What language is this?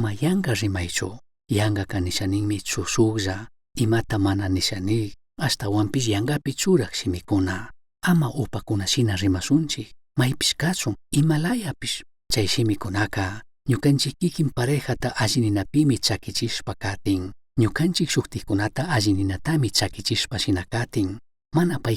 Chimborazo Highland Quichua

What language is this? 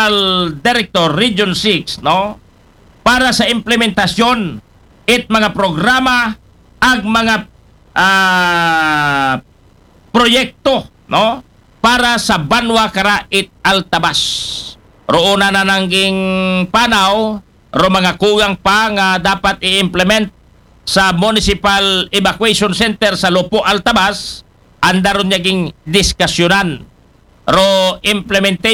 Aklanon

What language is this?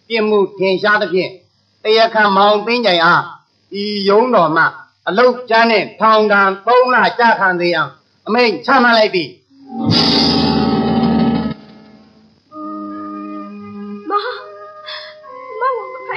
Burmese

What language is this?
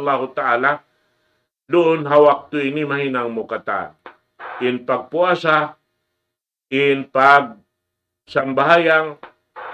Tausug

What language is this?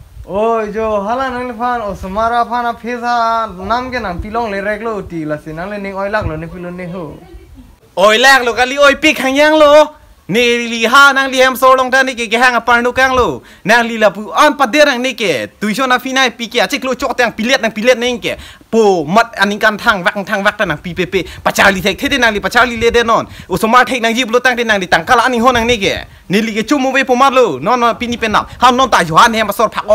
Karbi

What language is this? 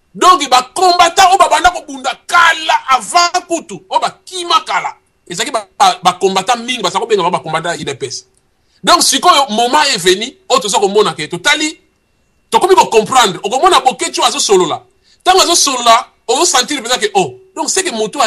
Lingala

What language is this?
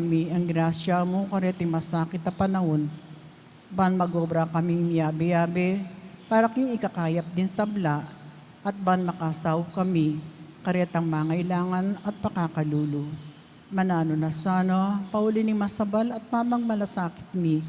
Pampanga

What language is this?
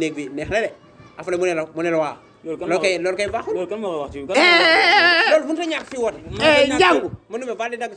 Wolof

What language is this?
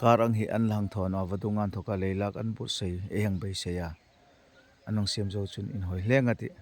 Hmar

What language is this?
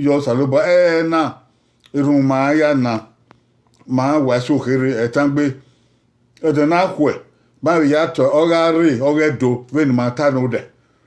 Bini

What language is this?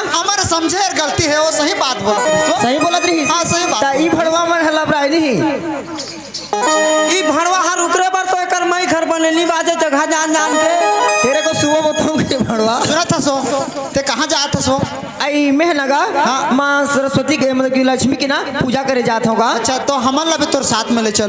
Chhattisgarhi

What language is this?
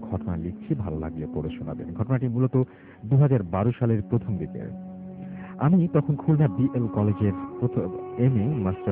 Bangla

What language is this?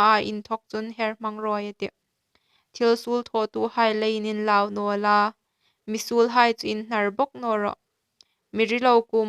Hmar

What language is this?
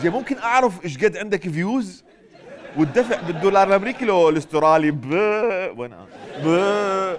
Mesopotamian Arabic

